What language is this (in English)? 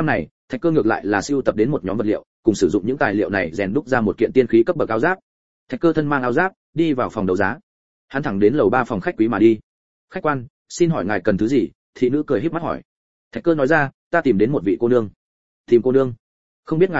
Vietnamese